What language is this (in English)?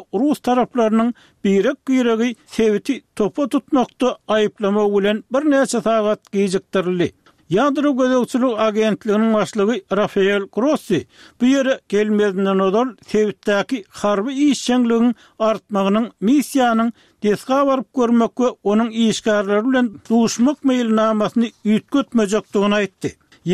Turkmen